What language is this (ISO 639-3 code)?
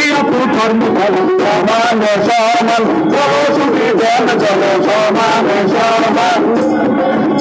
ben